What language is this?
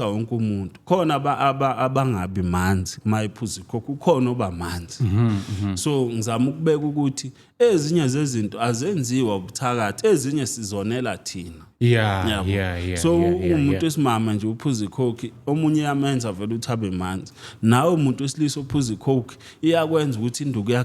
Zulu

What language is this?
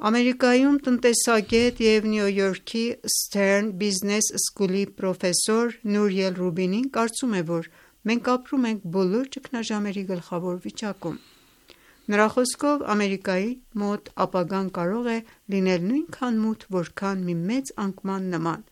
Armenian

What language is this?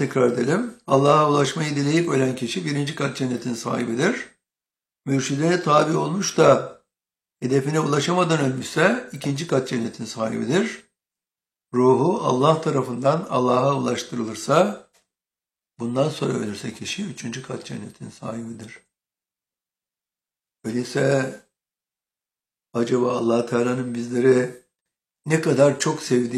Turkish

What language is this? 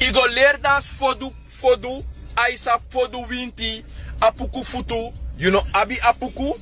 Sranan Tongo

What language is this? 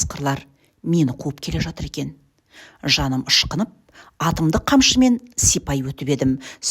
Kazakh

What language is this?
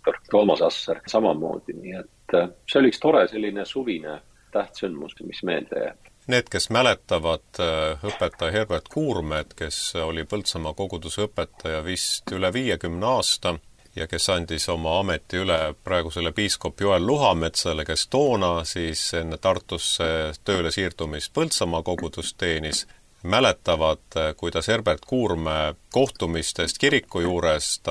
Estonian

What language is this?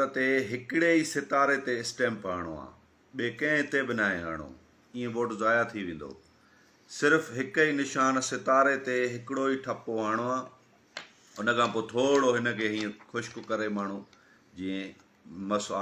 Sindhi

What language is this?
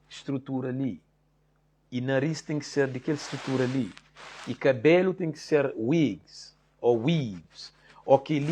Kabuverdianu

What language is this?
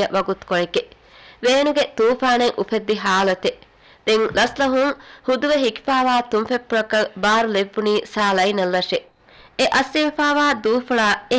Divehi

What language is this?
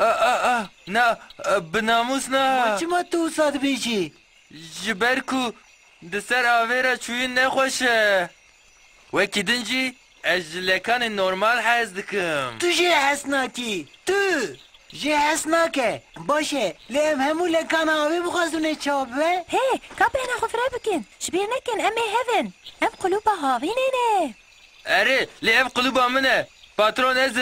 Kurdish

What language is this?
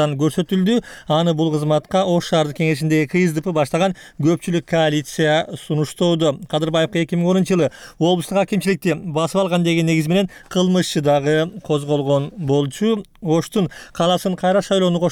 Kyrgyz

